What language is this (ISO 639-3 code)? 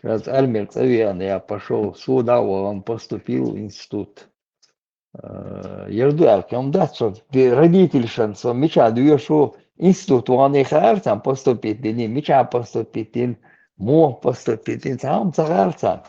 che